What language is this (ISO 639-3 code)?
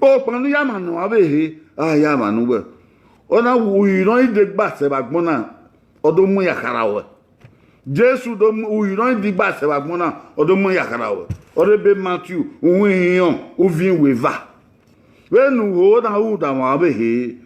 bin